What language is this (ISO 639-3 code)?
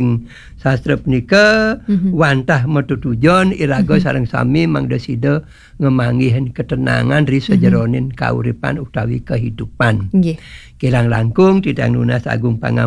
ban